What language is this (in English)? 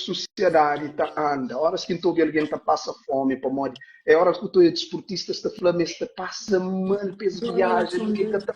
Kabuverdianu